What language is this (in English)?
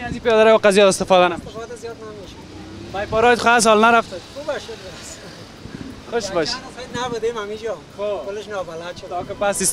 Persian